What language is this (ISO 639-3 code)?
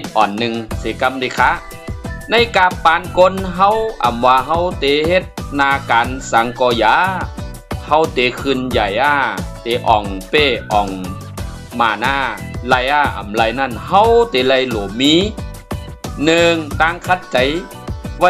shn